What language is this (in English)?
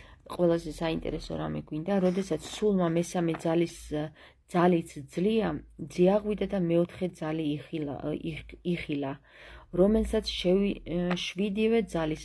Georgian